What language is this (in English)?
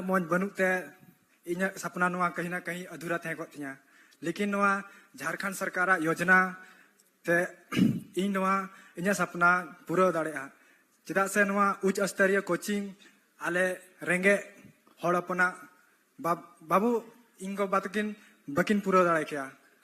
Santali